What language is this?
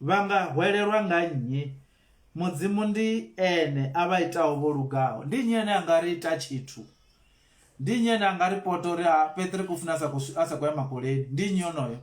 Venda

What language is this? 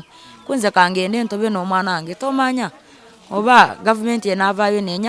Ganda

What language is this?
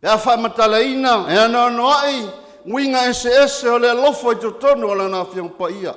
Samoan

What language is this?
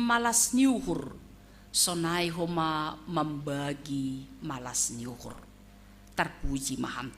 Batak Simalungun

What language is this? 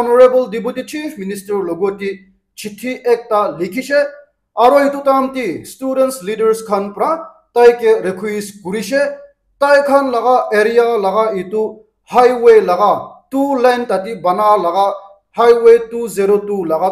Naga Pidgin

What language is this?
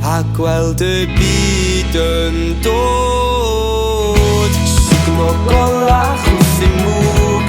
Welsh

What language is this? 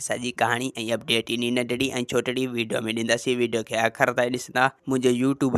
Sindhi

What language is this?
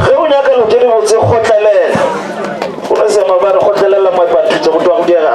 Northern Sotho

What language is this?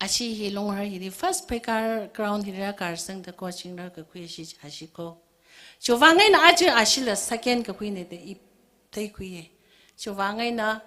Tangkhul Naga (India)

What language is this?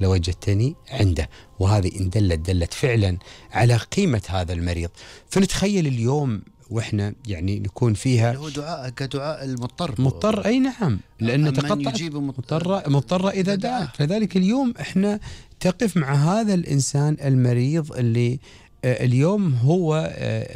Gulf Arabic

